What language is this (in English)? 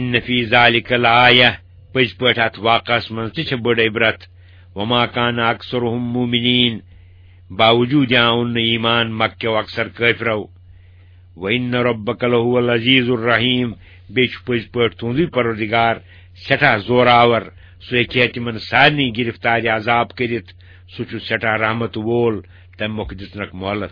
Kashmiri